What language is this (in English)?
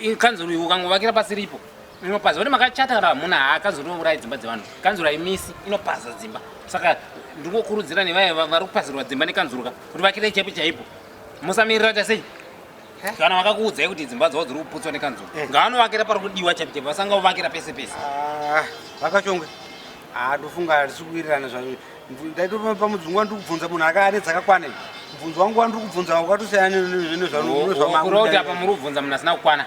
Shona